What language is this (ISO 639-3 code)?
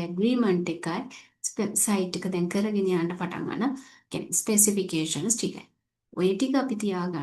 sin